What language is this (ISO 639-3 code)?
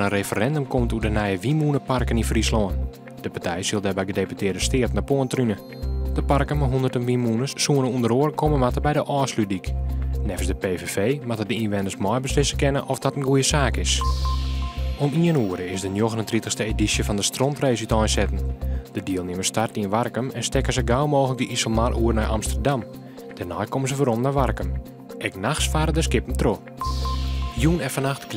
fry